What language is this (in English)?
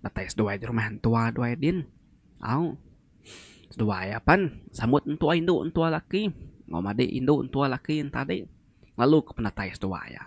Iban